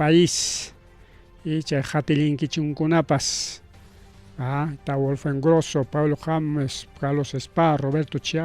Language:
Ayacucho Quechua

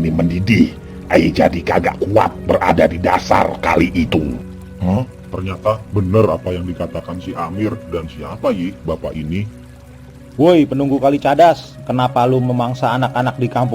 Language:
Betawi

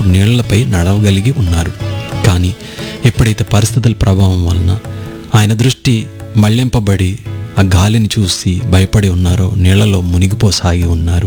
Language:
Telugu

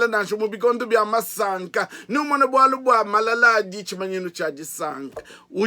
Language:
Luba-Lulua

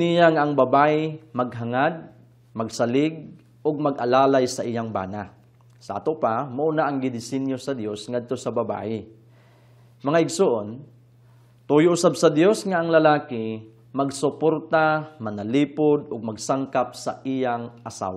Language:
Cebuano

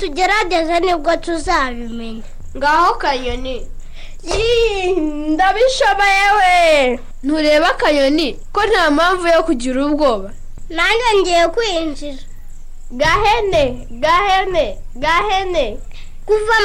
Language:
Kinyarwanda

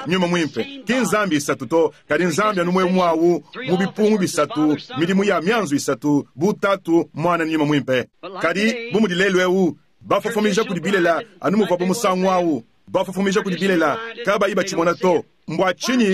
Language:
Luba-Lulua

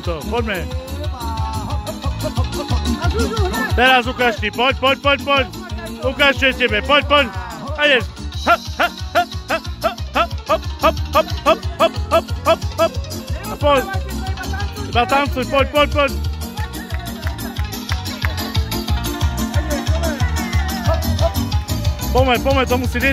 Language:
Slovak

